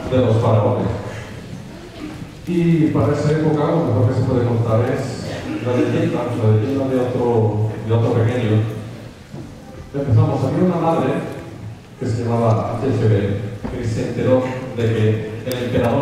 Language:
Spanish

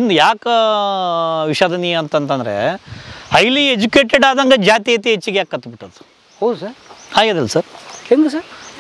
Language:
Kannada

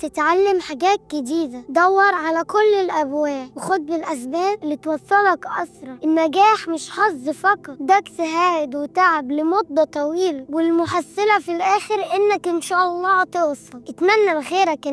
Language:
Egyptian Arabic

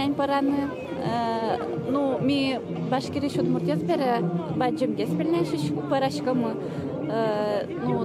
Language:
Udmurt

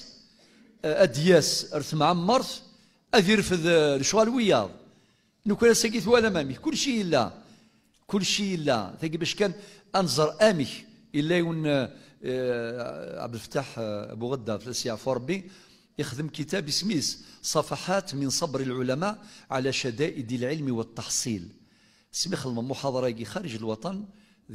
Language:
Kabyle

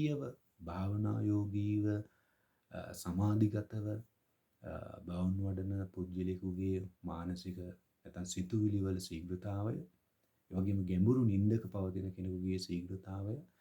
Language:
Sinhala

